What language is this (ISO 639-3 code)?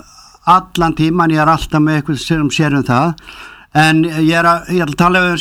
isl